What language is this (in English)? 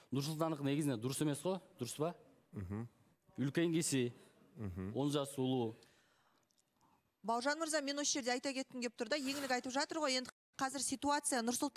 Kazakh